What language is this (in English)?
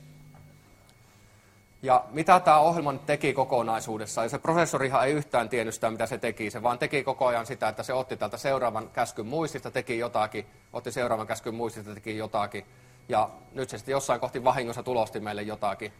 Finnish